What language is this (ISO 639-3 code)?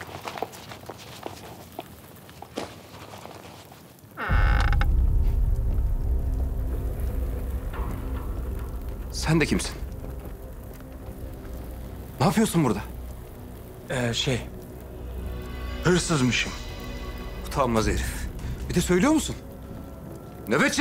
tur